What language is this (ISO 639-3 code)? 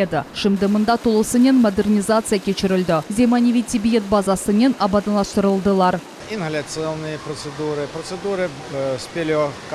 crh